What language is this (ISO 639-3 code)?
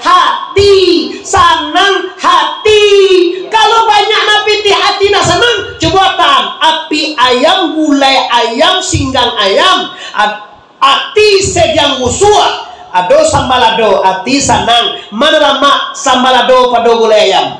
min